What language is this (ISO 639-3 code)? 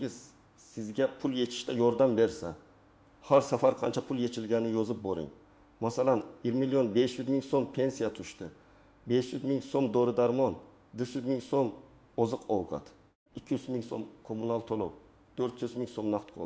uzb